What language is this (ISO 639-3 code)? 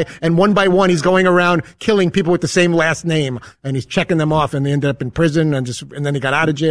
eng